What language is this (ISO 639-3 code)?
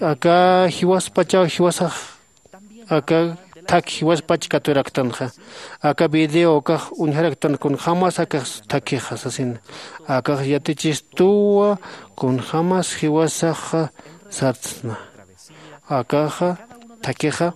aym